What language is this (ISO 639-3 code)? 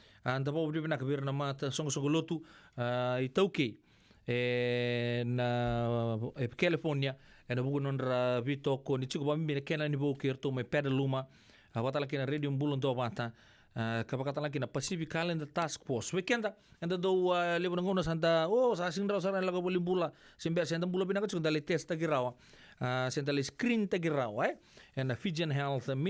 fij